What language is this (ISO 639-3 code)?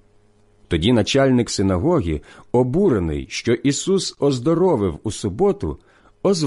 ukr